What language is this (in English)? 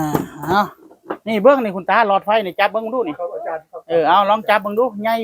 Northeastern Thai